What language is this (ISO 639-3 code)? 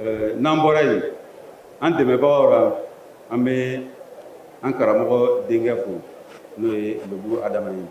bam